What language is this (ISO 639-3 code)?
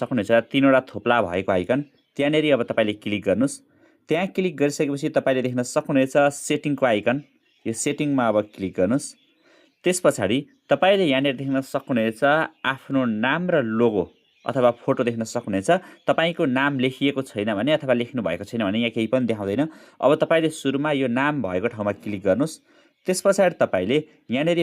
nep